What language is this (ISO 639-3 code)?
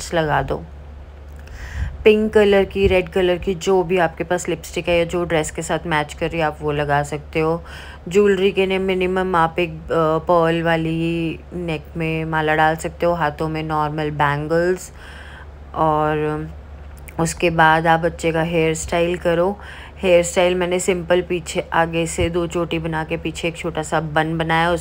hin